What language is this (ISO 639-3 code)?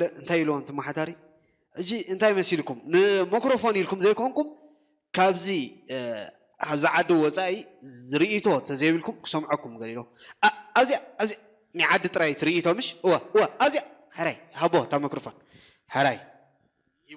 tir